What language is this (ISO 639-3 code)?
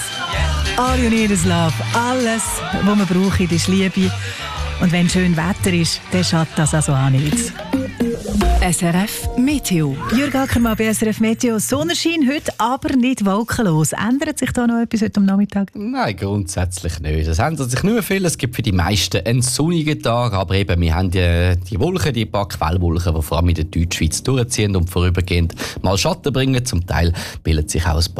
deu